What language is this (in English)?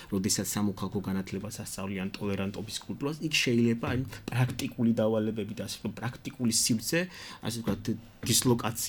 Georgian